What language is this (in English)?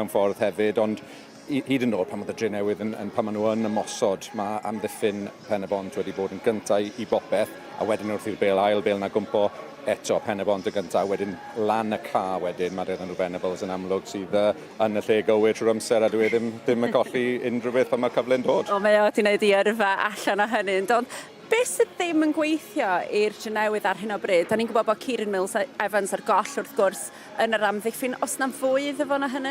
Welsh